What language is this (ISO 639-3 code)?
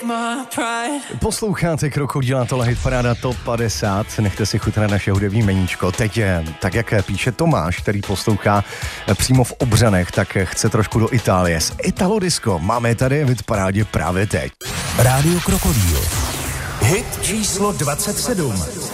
ces